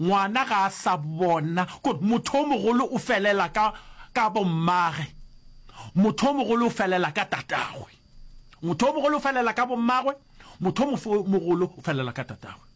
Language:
Northern Sotho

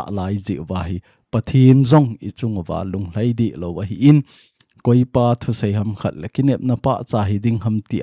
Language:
Thado Chin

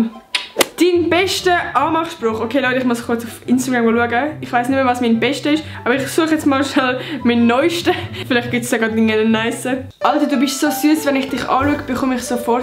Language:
Swiss German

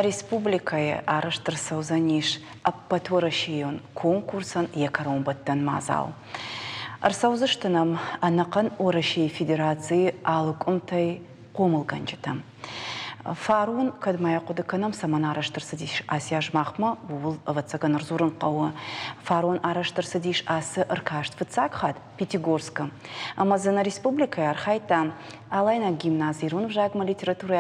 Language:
Ossetic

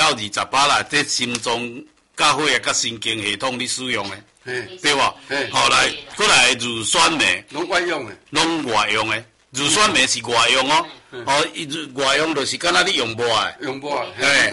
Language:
Min Nan Chinese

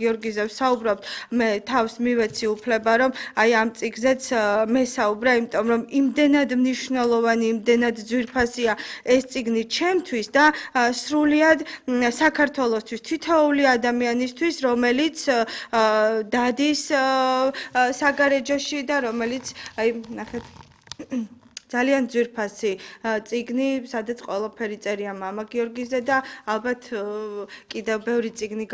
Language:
Georgian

